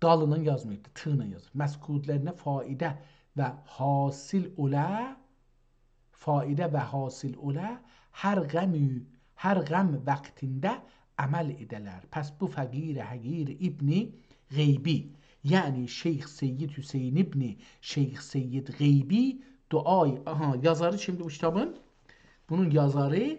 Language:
South Azerbaijani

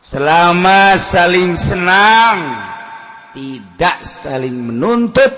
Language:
Sundanese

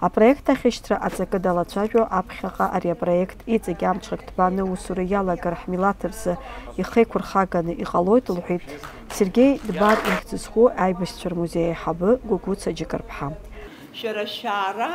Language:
Abkhazian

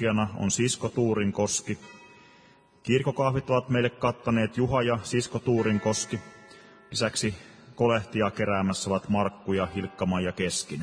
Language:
Finnish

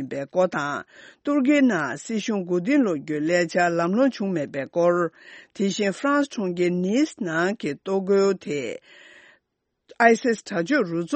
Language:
Tibetan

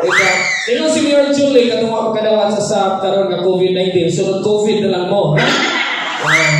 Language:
Cebuano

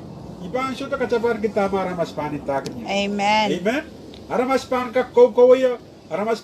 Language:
Pohnpeian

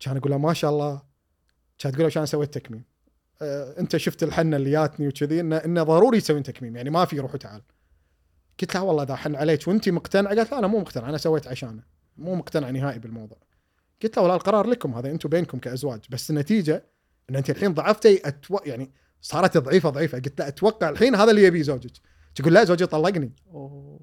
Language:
Gulf Arabic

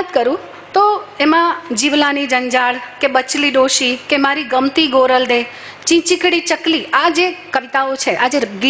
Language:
Gujarati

